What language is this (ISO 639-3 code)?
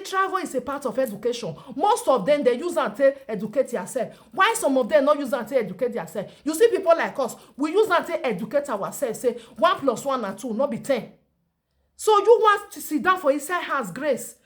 pcm